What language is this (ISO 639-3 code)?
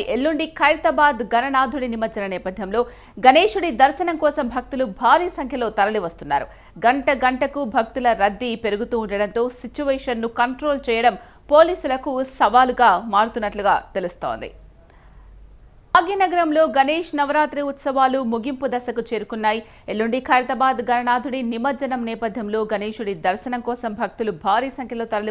tel